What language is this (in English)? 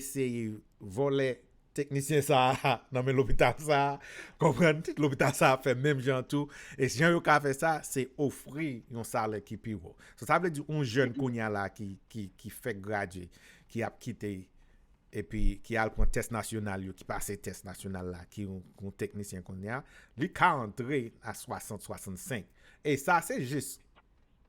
Haitian Creole